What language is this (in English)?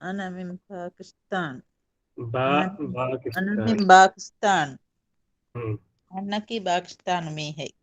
Divehi